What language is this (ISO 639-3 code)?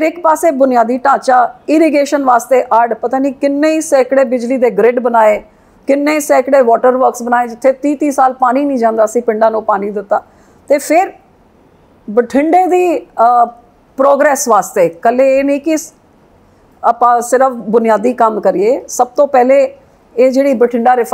pan